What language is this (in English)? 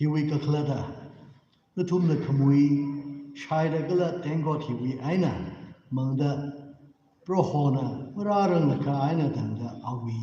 Tangkhul Naga (India)